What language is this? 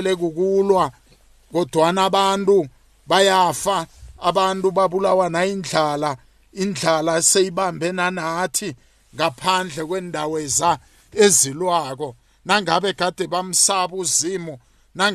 South Ndebele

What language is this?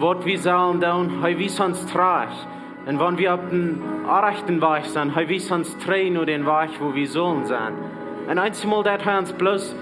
Plautdietsch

